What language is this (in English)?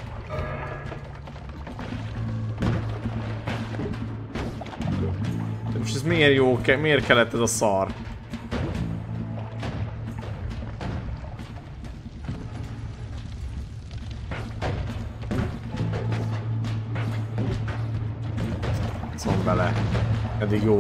Hungarian